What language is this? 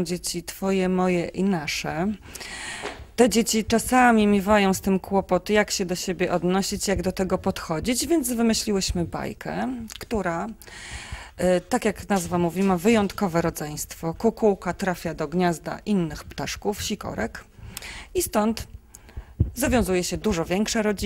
Polish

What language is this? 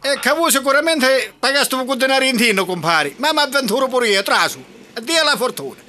Sicilian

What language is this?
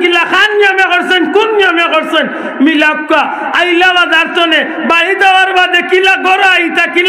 Sylheti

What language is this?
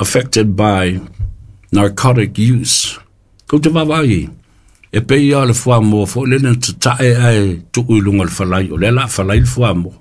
Samoan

